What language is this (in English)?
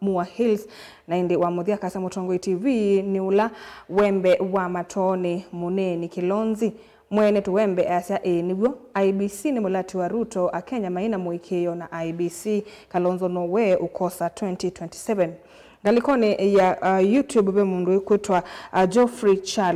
Kamba